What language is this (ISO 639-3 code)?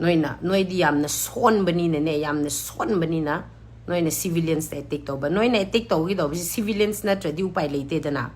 mni